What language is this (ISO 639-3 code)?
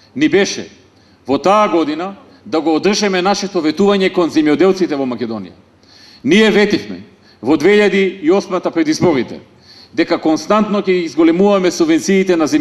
mkd